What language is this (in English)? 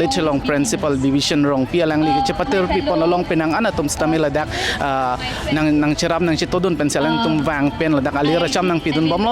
Karbi